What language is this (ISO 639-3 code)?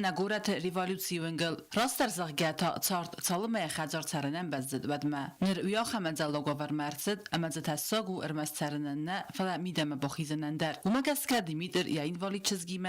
oss